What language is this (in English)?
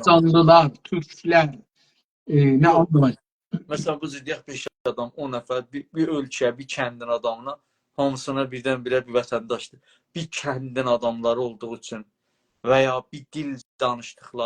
South Azerbaijani